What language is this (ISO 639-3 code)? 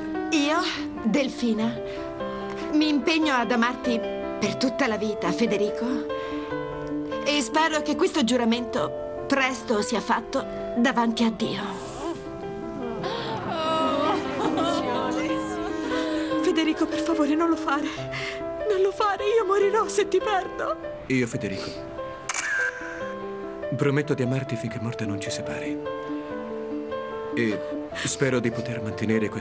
ita